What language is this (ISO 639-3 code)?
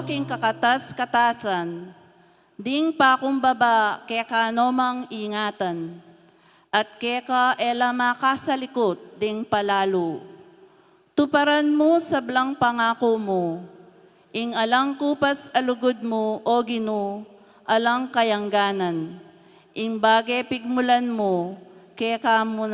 pam